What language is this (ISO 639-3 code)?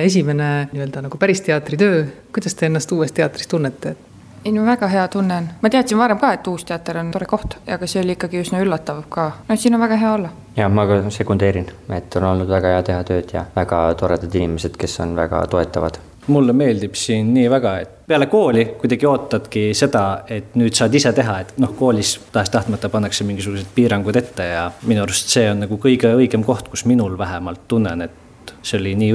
est